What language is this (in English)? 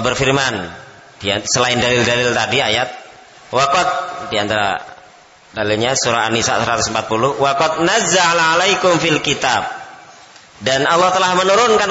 Indonesian